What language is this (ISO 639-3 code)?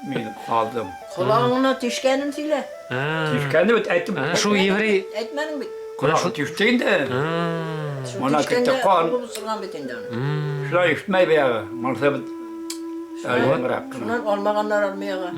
bak